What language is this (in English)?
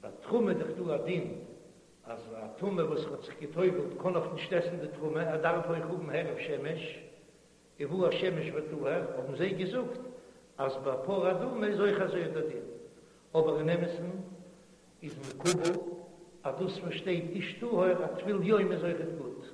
Yiddish